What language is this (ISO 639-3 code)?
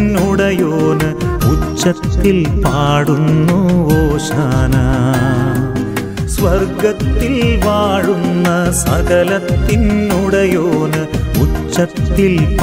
mal